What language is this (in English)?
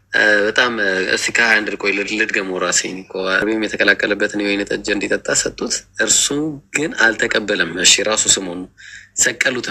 Amharic